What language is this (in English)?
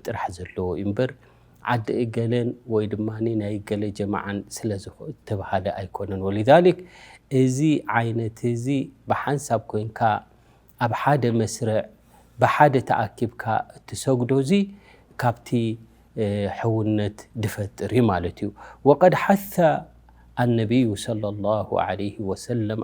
Tigrinya